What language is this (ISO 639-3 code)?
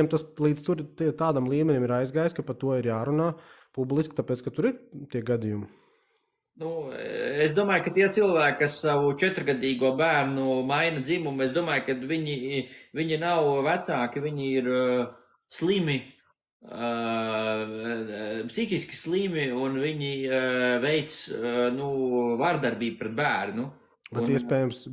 lav